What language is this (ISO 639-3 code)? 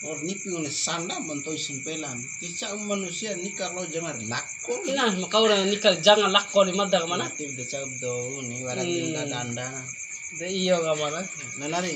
bhp